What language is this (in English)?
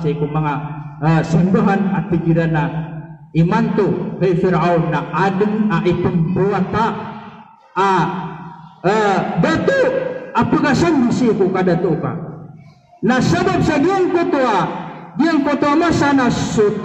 Maranao